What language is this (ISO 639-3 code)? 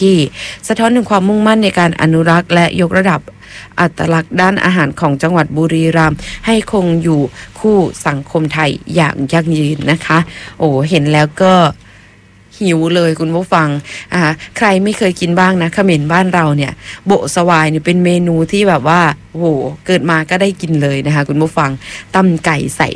tha